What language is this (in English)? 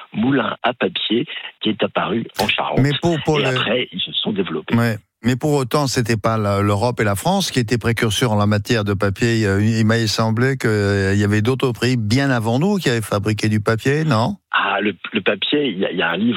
French